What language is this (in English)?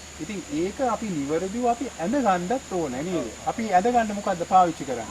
Sinhala